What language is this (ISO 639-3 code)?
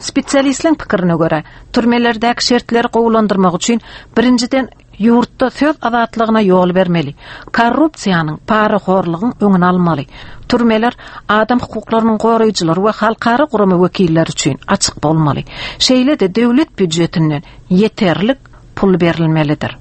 tuk